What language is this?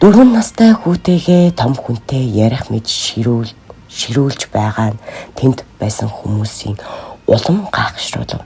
Mongolian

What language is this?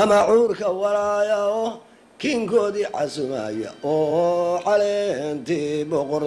Somali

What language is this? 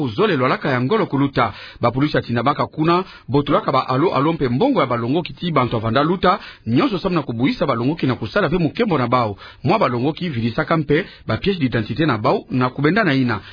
Kituba (Democratic Republic of Congo)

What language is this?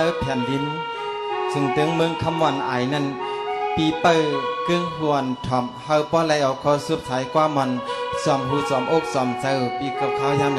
Shan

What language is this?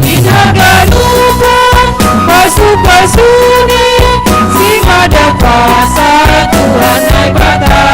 Batak Simalungun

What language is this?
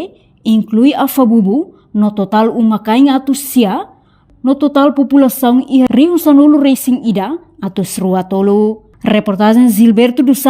Tetum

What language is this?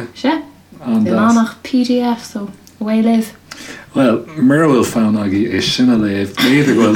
Irish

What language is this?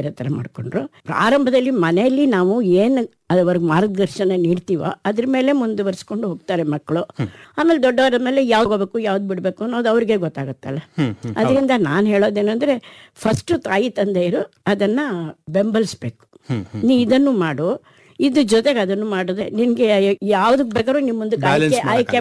Kannada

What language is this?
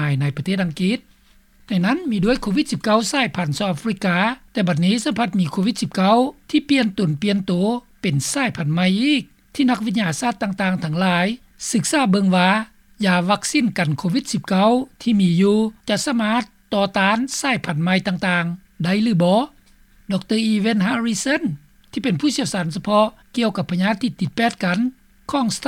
Lao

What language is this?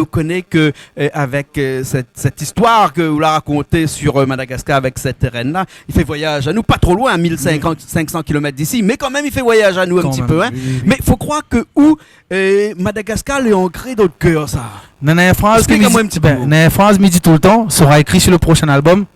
Réunion Creole French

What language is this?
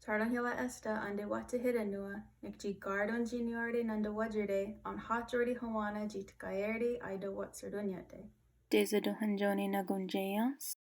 Mohawk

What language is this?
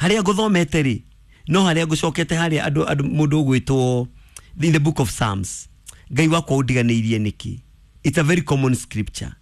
Kikuyu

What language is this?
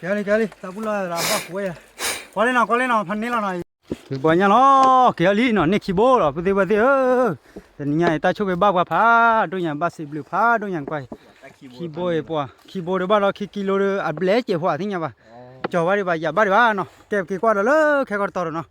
S'gaw Karen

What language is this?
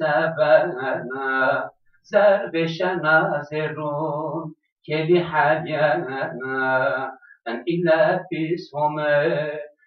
Zaza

